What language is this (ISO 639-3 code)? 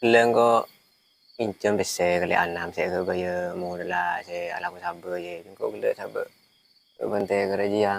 mad